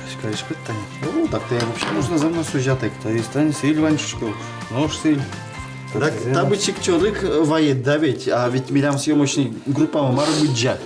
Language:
Udmurt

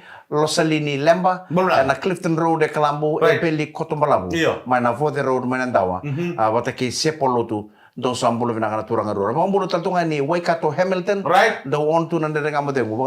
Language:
Fijian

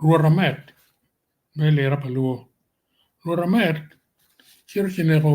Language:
Acoli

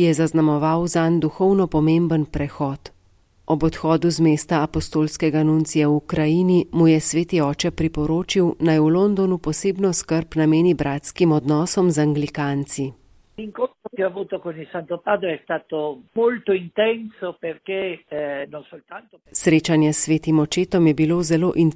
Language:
Slovenian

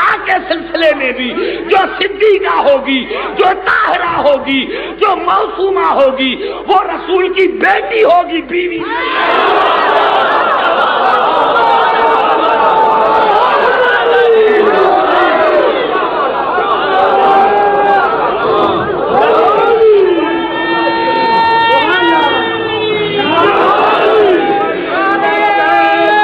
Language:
Urdu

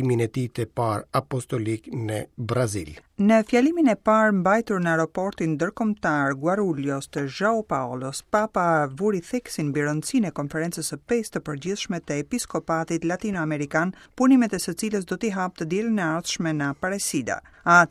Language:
Albanian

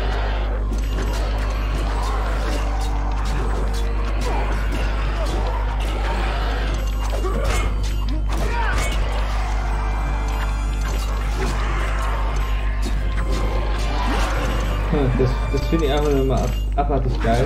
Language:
German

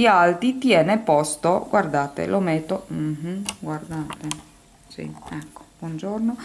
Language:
Italian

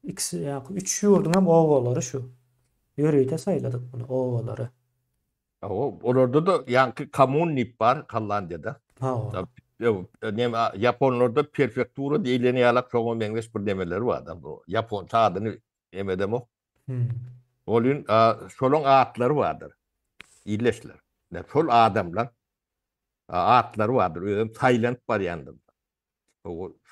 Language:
Turkmen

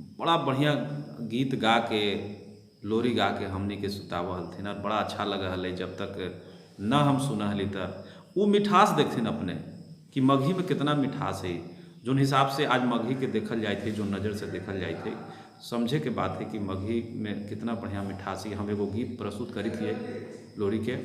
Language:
Magahi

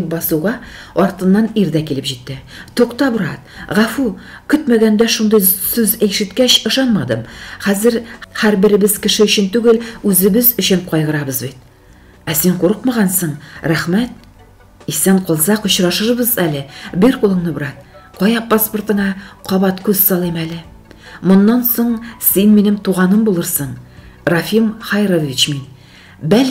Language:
Tatar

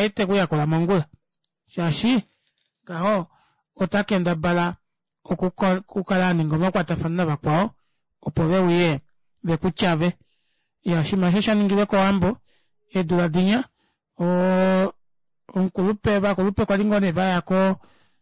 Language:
Kuanyama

